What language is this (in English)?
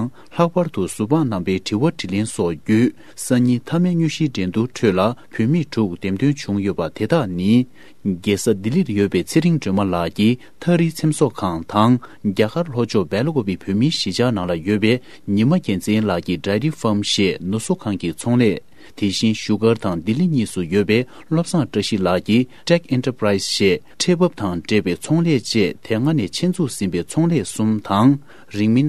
Tibetan